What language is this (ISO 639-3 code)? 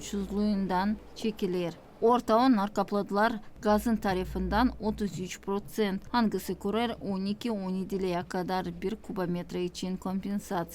gag